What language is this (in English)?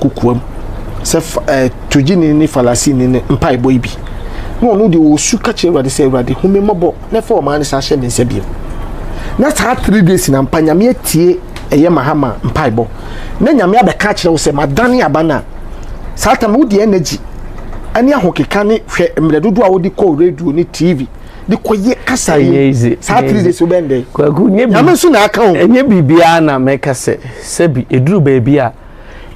Akan